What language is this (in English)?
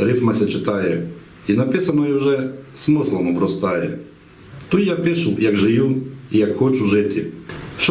Rusyn